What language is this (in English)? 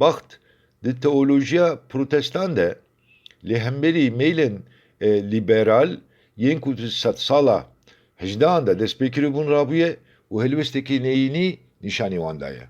Kurdish